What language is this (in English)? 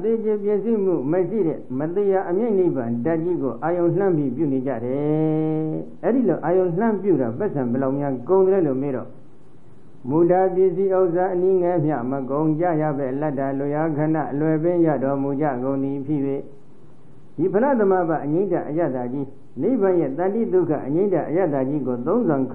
Burmese